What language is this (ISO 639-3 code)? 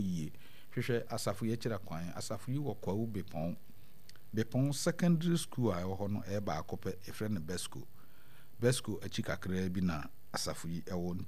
aka